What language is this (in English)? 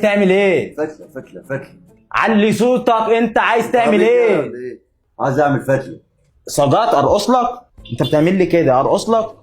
Egyptian Arabic